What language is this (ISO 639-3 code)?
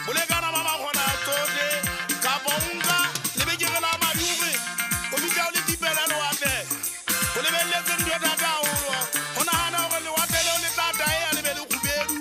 sot